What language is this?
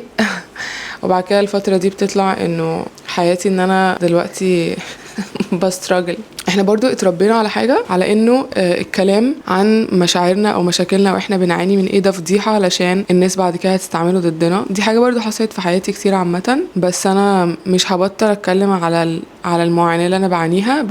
Egyptian Arabic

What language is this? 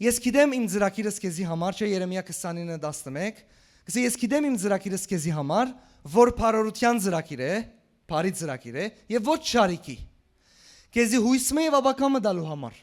Western Armenian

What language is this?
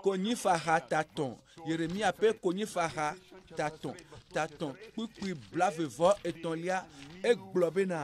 Ewe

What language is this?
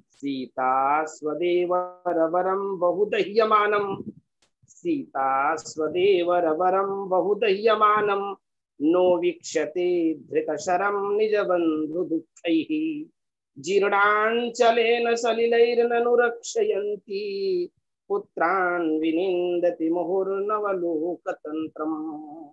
Sanskrit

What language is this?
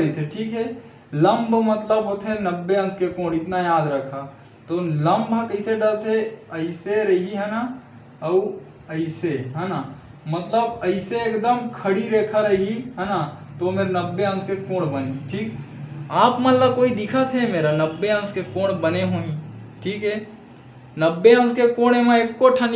Chhattisgarhi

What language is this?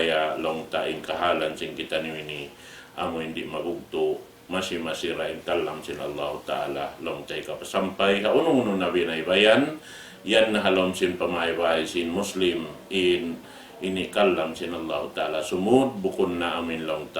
Tausug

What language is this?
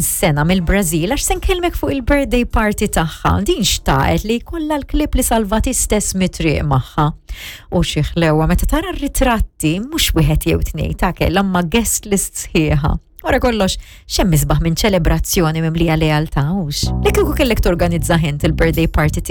Maltese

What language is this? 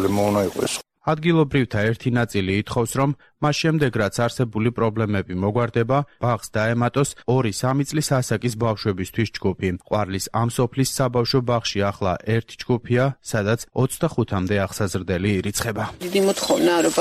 Georgian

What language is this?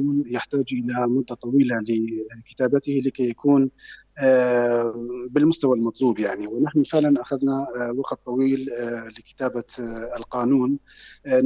North Levantine Arabic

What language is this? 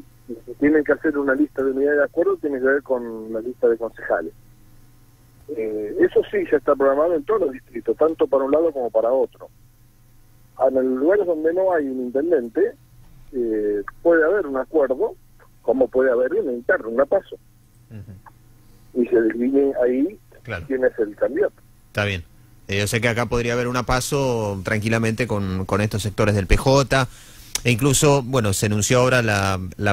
Spanish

